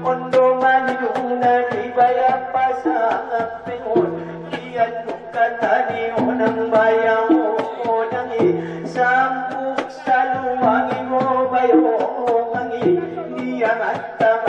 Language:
Batak Angkola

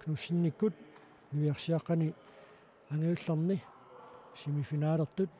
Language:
Kalaallisut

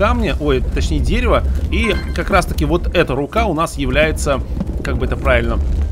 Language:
Russian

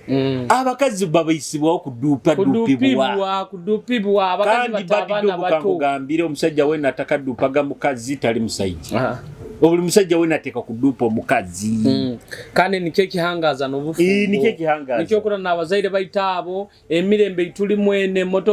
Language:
Nyoro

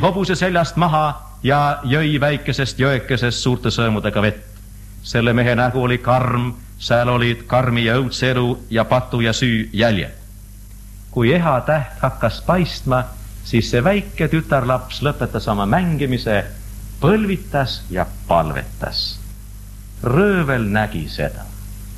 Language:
Estonian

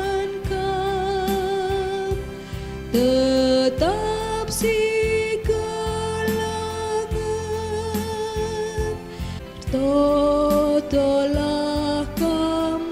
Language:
Batak Karo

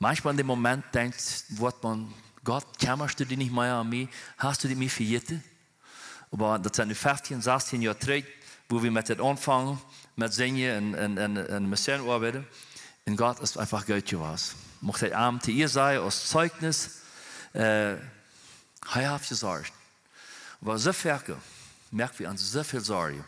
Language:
Plautdietsch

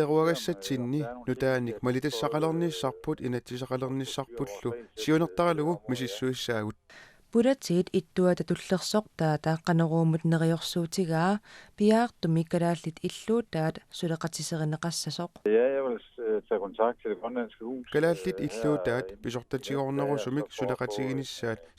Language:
Kalaallisut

